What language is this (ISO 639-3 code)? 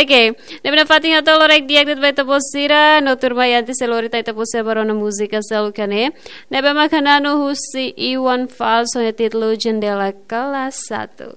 tet